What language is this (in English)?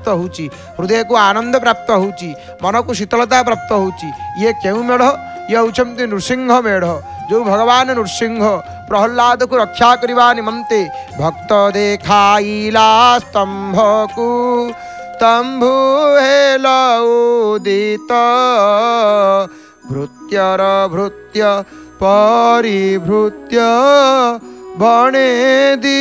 Odia